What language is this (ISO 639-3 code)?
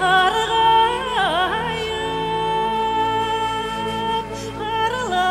bak